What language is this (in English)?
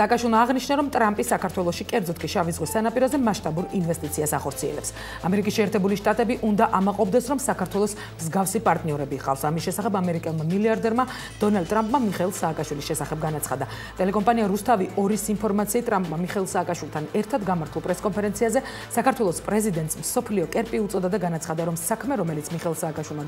Georgian